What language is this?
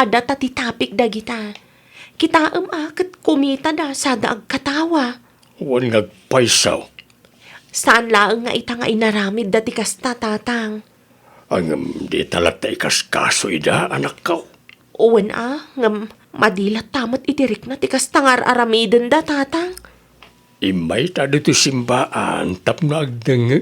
Iloko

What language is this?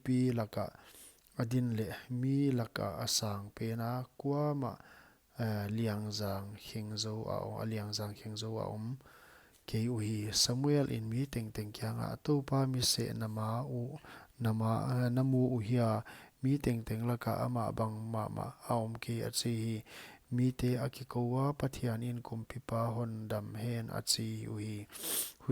Paite Chin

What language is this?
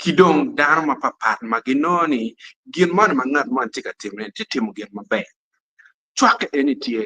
Acoli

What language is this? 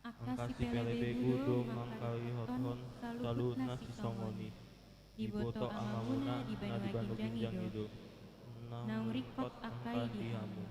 Batak Toba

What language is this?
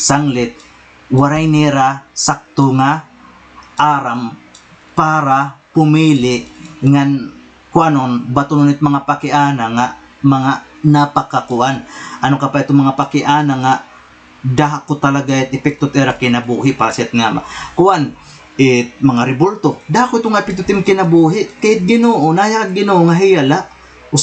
Waray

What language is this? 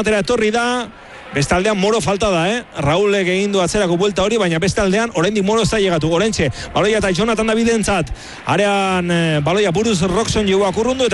Basque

